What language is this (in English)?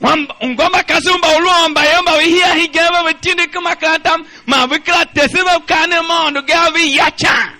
Tiv